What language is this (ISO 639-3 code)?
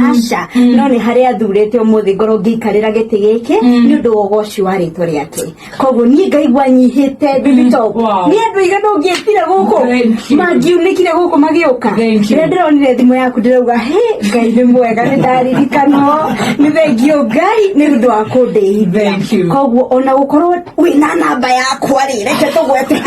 kik